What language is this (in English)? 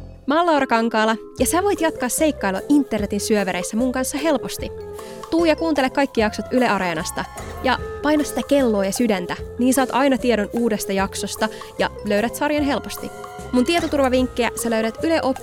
Finnish